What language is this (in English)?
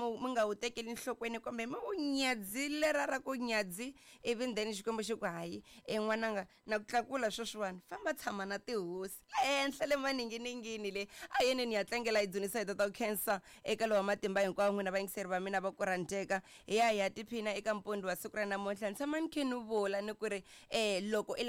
Tsonga